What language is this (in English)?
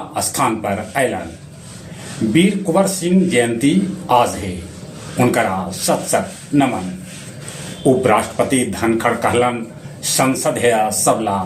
Magahi